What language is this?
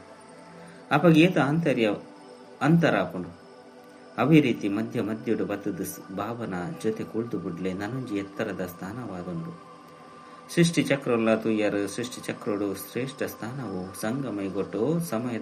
Tulu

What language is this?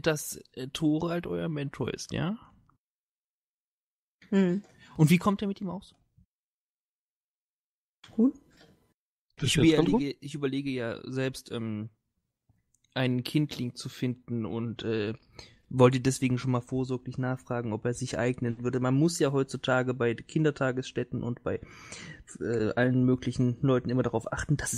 German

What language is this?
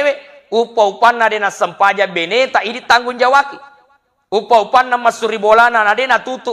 Buginese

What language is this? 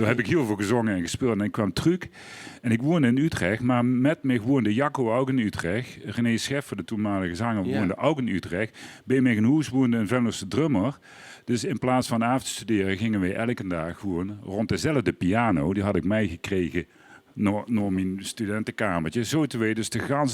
Limburgish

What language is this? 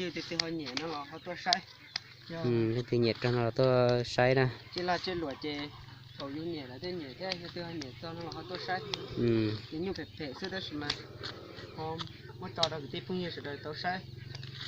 Hmong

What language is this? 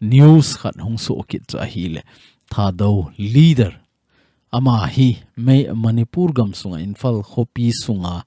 Thado Chin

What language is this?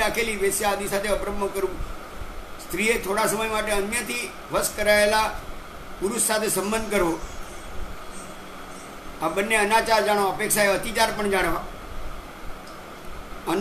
Gujarati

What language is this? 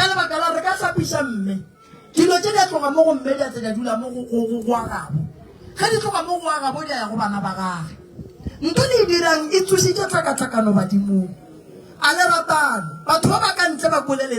Northern Sotho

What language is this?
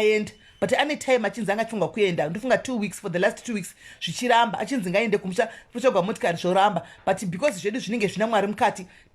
Shona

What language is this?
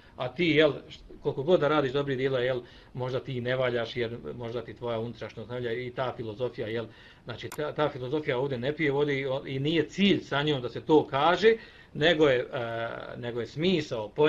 Bosnian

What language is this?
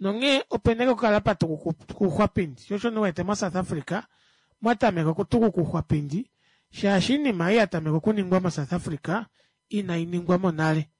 Kuanyama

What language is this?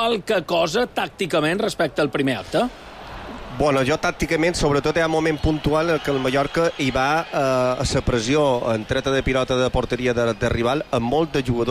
Catalan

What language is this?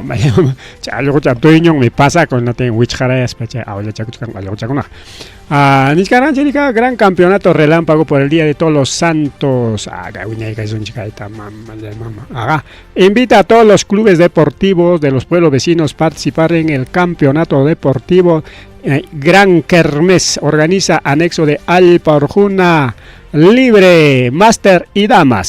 Ayacucho Quechua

